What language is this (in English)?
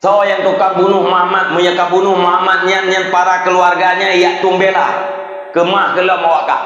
Achinese